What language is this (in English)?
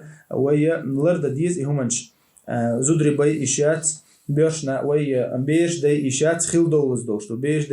Chechen